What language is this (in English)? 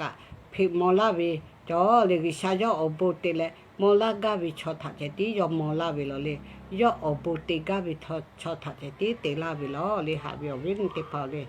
Lahu